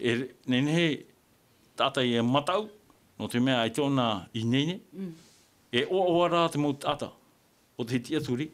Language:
Tahitian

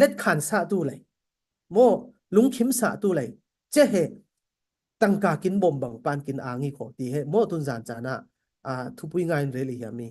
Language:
Falam Chin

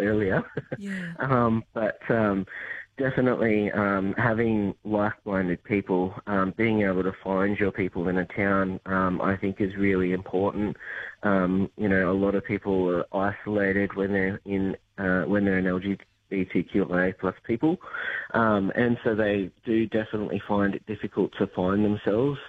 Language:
English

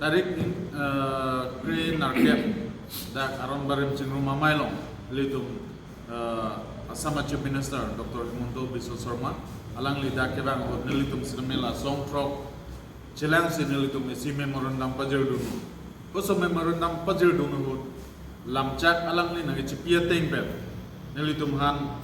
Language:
Karbi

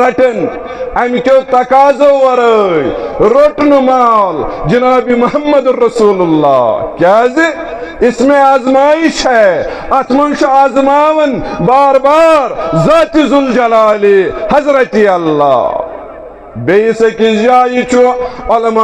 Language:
Kashmiri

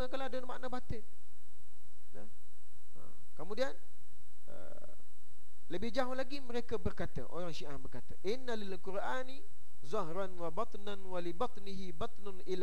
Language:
Malay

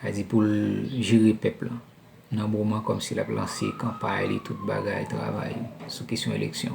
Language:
Haitian Creole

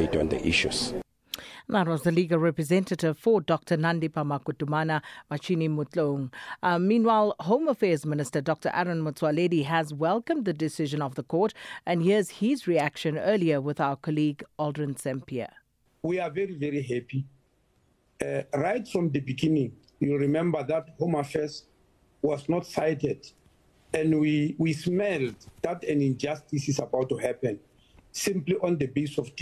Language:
English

